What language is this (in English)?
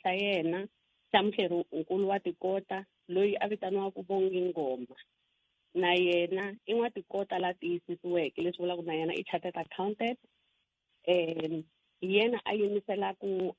Tsonga